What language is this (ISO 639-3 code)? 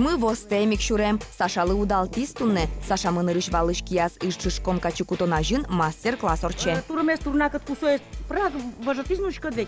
udm